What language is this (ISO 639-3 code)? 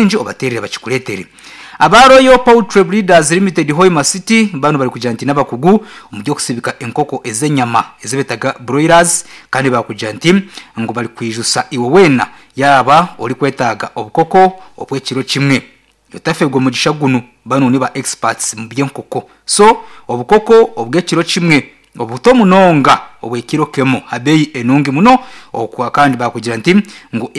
nyn